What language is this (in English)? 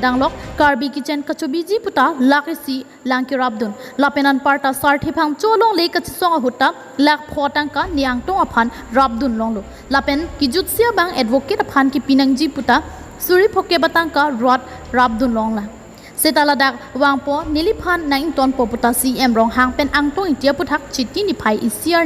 Karbi